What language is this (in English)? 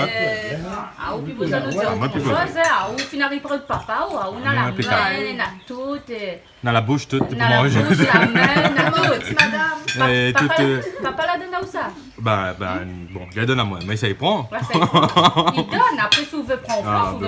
Réunion Creole French